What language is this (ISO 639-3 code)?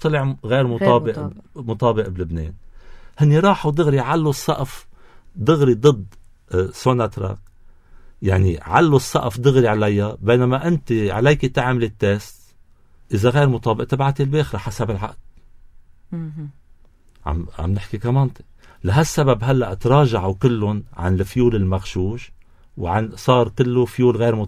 apc